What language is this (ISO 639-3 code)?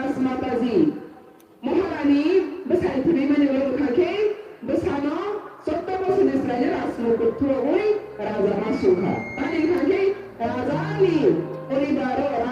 trp